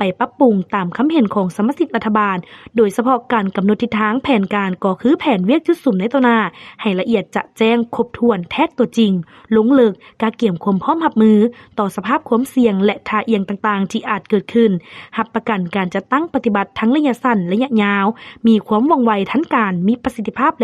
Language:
Lao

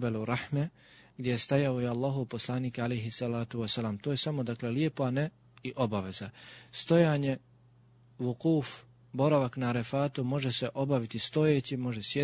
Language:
Bosnian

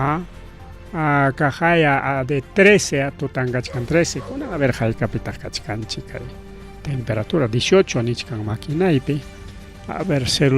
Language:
Ayacucho Quechua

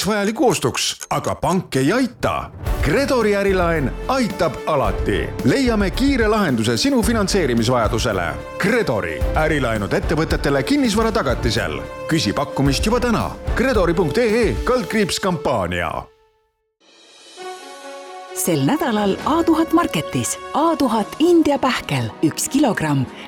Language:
Estonian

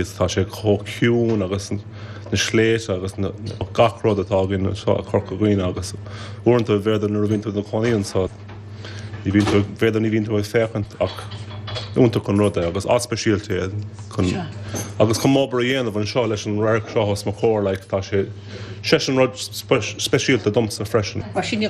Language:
Irish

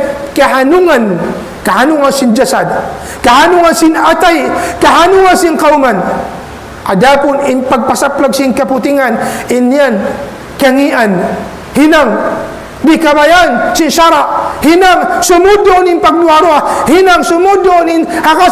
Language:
Tausug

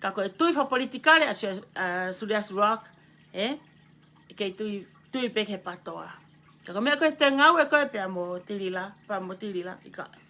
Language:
Tongan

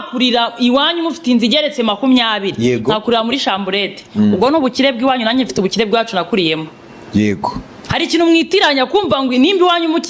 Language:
Kinyarwanda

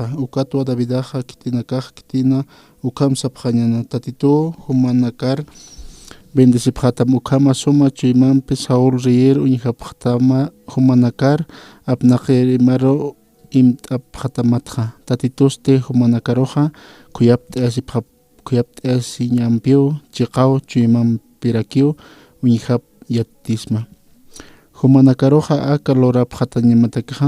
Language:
Aymara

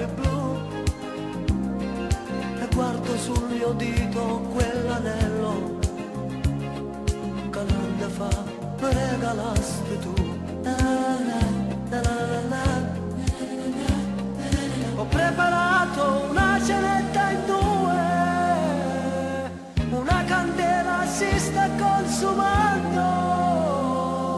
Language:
Italian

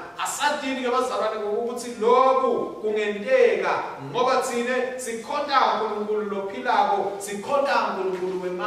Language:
Swati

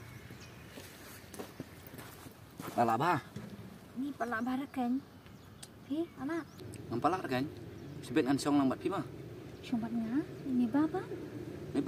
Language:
Khasi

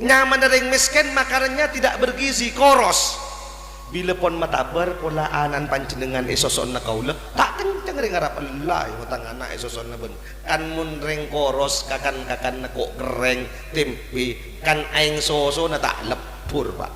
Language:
Madurese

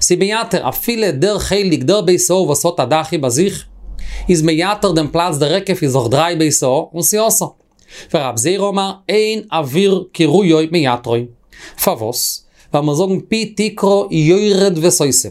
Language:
Yiddish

